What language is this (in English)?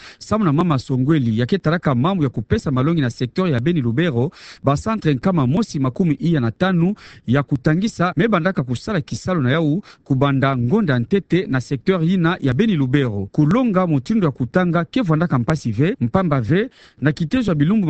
Kituba (Democratic Republic of Congo)